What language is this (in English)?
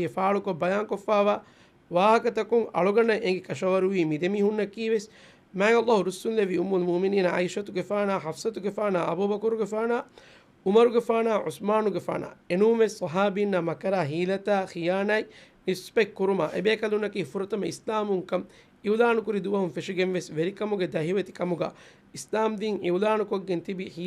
Divehi